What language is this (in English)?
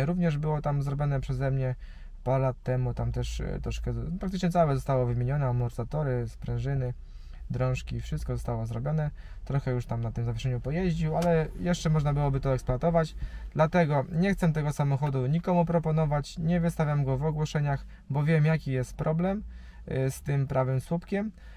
Polish